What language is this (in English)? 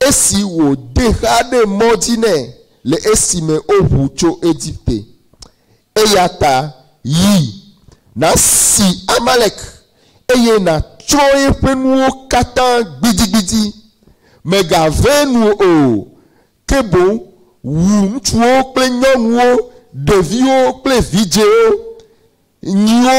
Ewe